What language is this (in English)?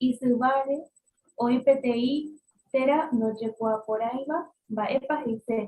Guarani